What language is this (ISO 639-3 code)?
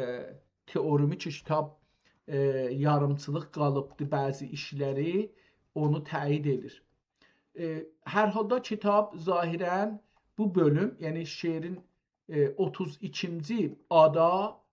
azb